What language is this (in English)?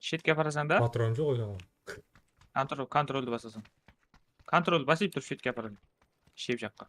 Kara-Kalpak